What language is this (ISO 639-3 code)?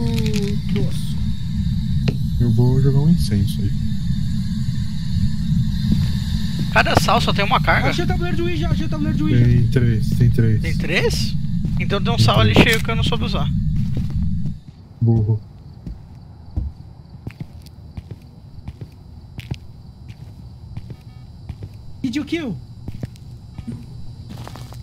por